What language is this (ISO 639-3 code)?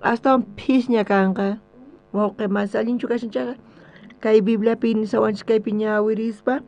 quh